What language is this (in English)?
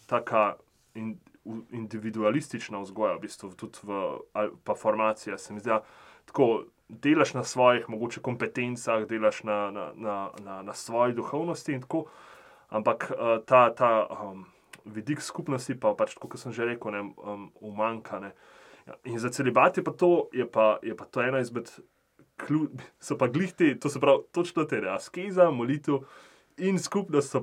Slovenian